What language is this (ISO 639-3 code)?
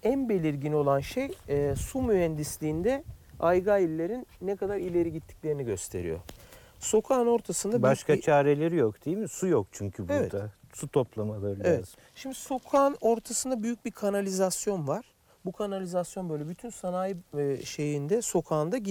tur